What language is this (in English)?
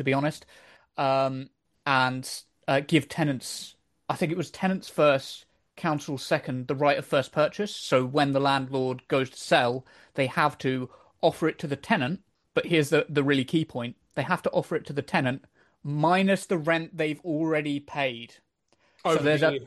English